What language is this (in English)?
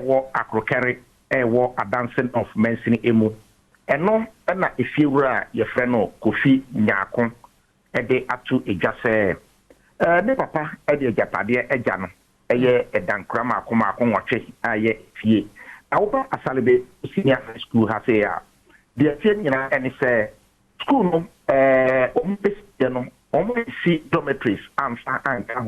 Akan